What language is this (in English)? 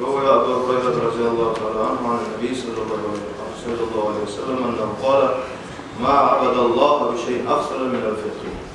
Kumyk